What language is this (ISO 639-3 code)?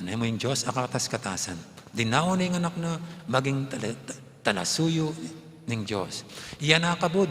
pam